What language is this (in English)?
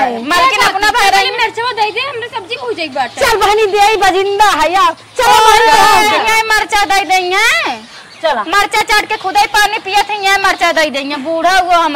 Awadhi